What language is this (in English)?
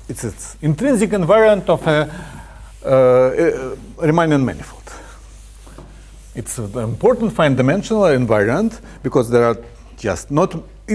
English